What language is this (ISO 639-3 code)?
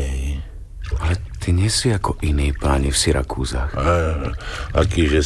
slk